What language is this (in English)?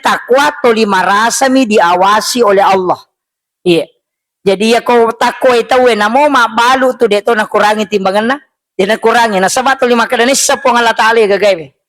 Buginese